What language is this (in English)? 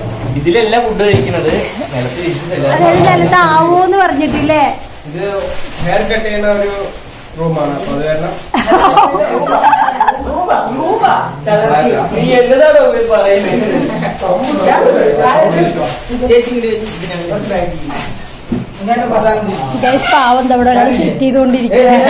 Malayalam